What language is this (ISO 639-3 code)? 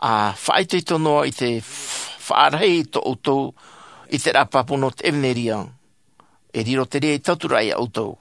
tah